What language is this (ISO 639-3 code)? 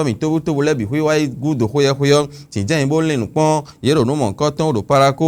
fon